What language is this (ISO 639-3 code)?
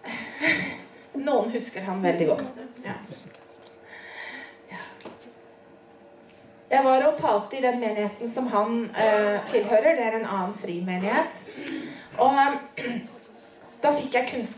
nor